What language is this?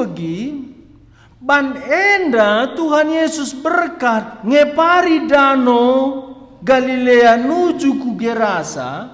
Batak Karo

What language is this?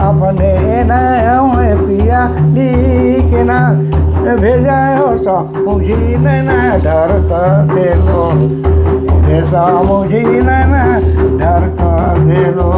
Sadri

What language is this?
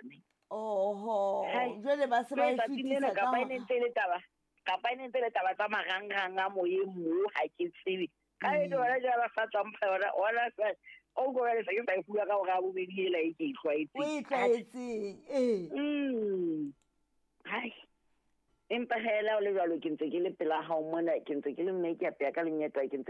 Southern Sotho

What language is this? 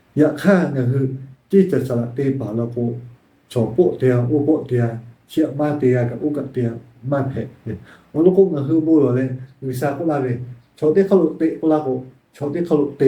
Lahu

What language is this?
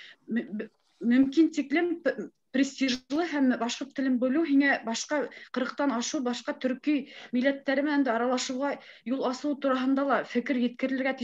Bashkir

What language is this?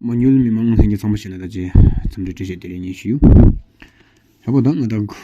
Tawang Monpa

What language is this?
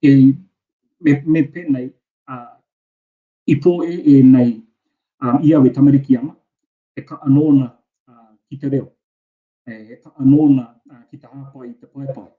Māori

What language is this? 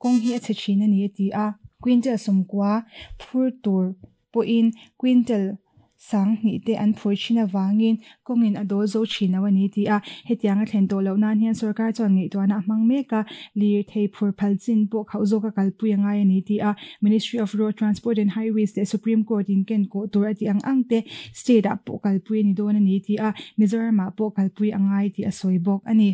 Mizo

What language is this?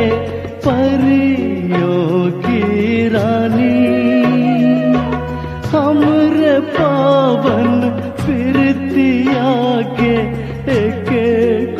Bhojpuri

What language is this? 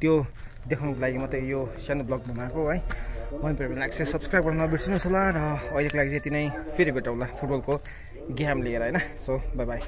Nepali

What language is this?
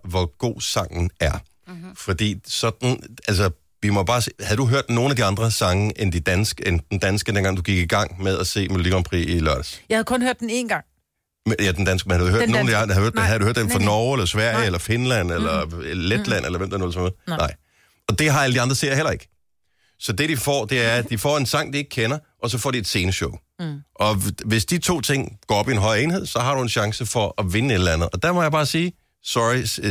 Danish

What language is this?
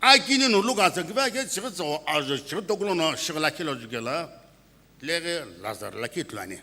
Sumi Naga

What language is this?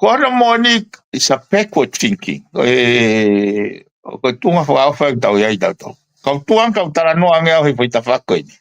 Tongan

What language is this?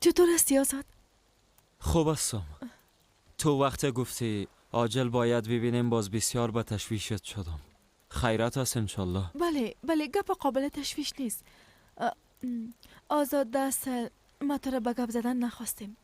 Persian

